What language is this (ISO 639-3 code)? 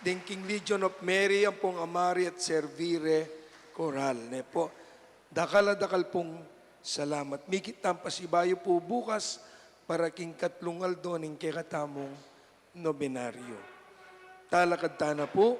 pam